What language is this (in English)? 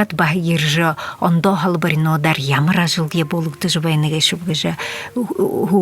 Buriat